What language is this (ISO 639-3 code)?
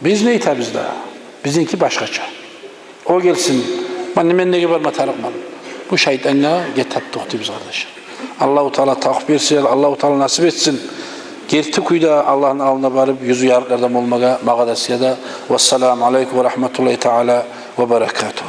kum